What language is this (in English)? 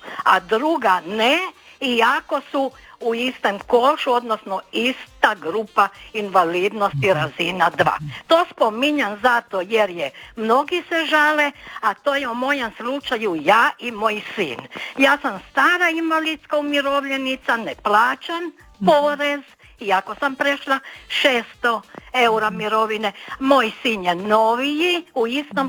Croatian